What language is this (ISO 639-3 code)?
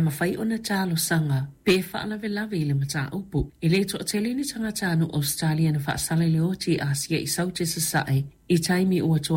smo